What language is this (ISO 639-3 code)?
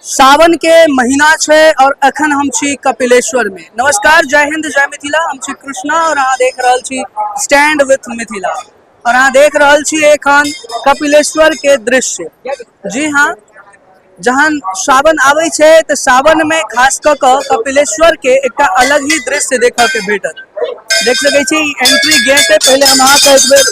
mai